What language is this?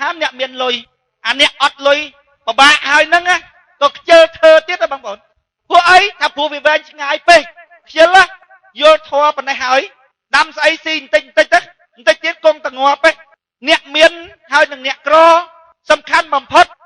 Khmer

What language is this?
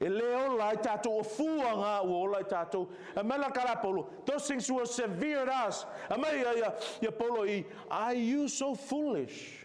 Samoan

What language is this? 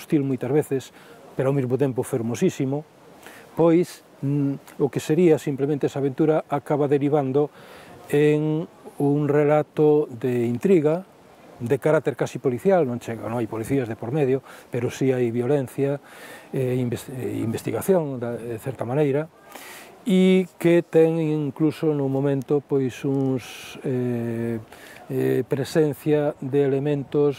Galician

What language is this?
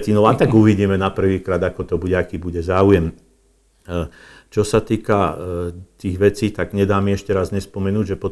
Slovak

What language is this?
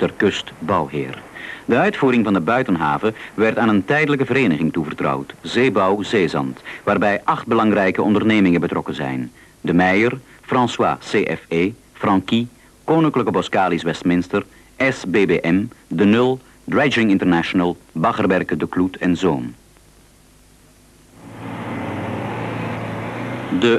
Dutch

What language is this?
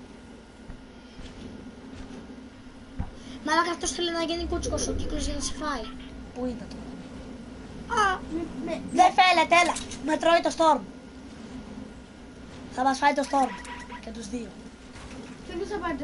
Greek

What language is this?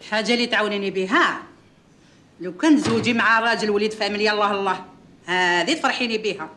Algerian Arabic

